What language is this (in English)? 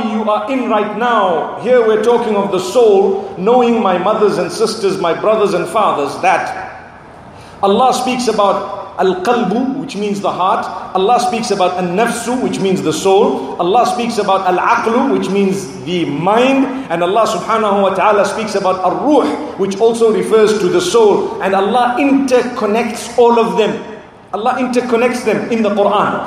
English